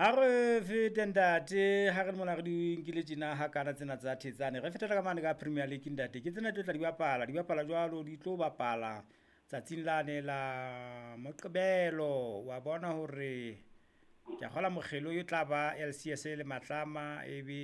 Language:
Southern Sotho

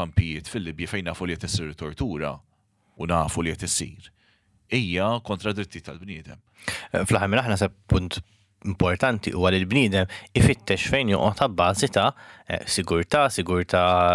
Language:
Maltese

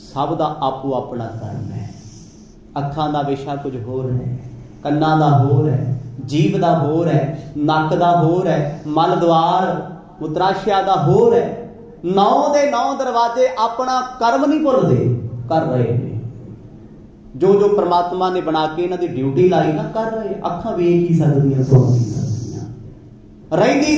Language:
Punjabi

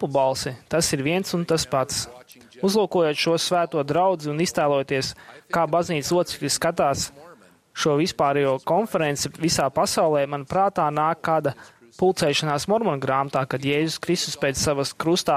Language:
Latvian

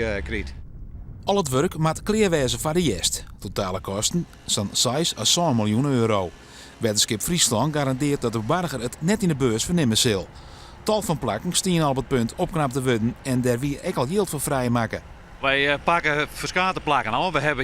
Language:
Western Frisian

